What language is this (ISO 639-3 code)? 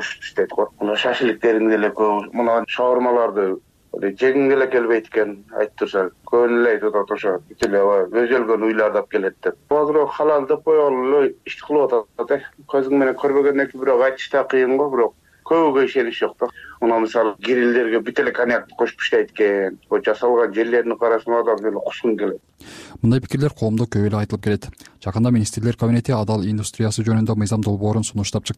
kir